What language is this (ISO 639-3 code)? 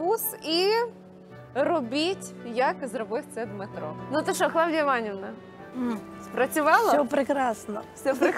ukr